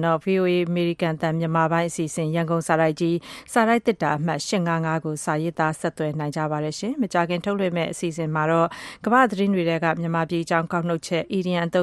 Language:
Burmese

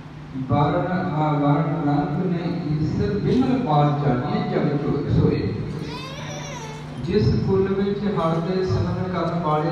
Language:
Punjabi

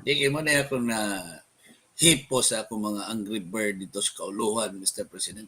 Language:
Cebuano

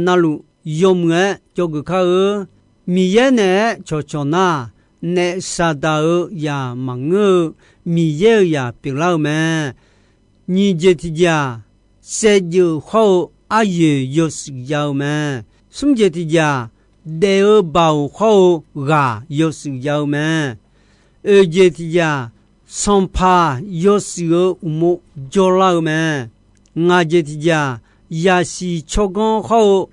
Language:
Akha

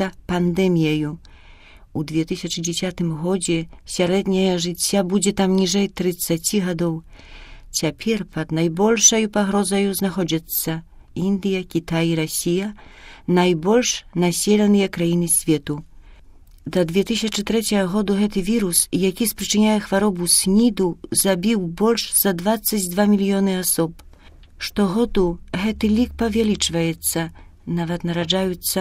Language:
Belarusian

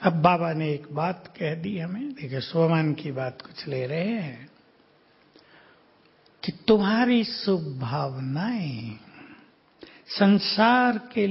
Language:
Hindi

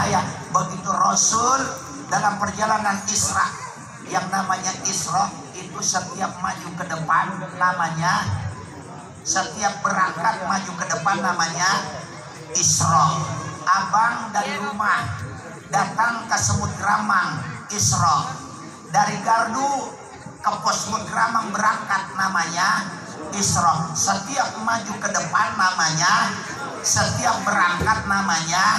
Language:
Indonesian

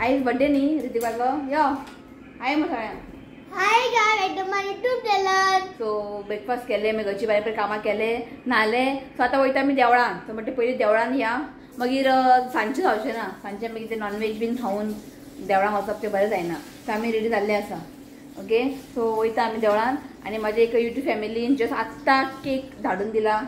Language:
Konkani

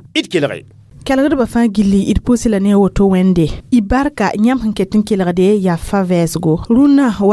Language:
Mossi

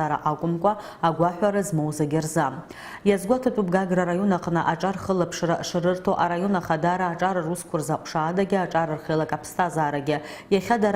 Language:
Abkhazian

